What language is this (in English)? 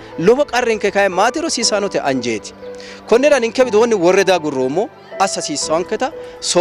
Sidamo